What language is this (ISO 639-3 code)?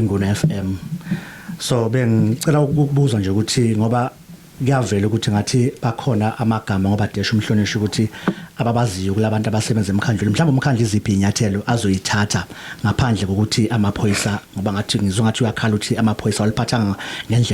zul